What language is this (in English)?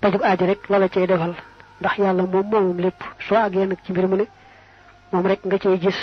Wolof